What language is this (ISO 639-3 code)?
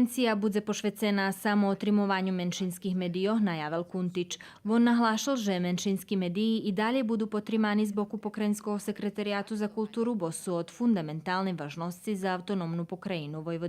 rue